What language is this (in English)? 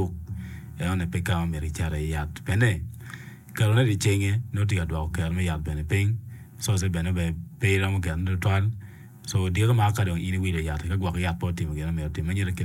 Acoli